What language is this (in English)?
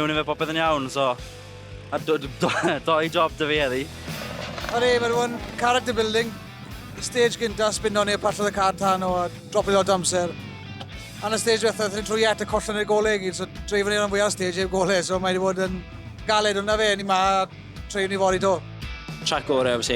Welsh